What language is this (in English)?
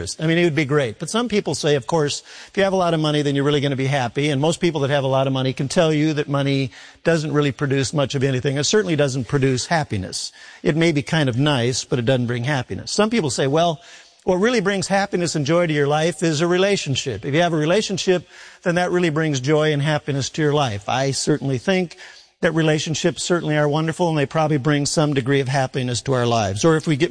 English